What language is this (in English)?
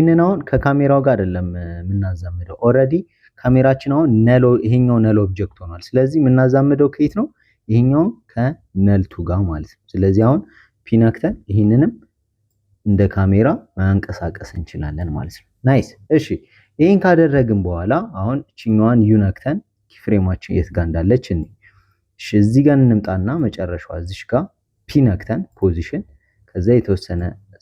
Amharic